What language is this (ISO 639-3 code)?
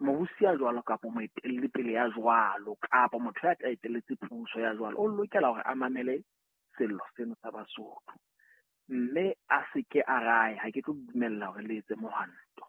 sot